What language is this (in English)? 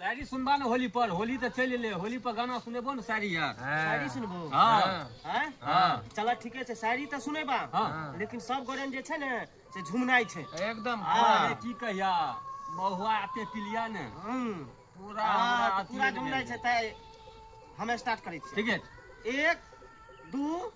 Maithili